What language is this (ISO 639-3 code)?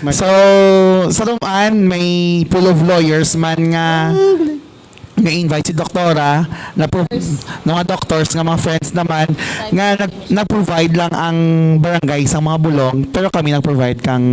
hil